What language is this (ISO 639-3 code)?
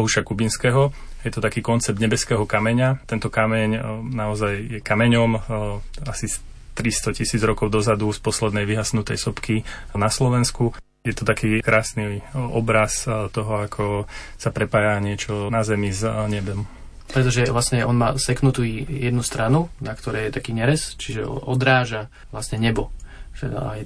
slk